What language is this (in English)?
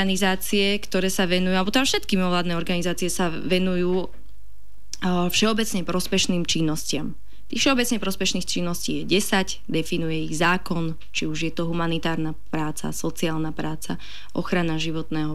Slovak